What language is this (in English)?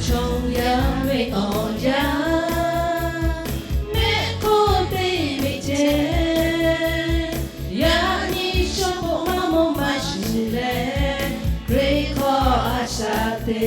Lahu